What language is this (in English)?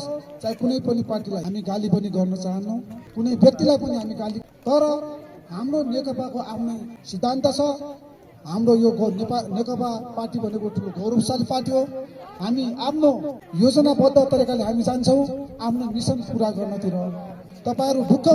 Nepali